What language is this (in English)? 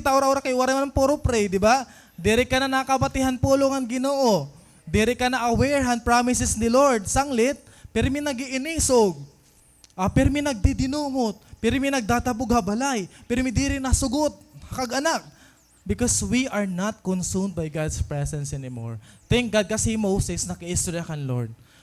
Waray